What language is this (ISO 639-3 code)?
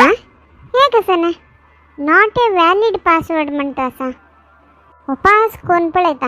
kok